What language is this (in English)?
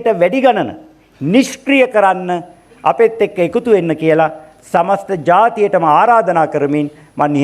Sinhala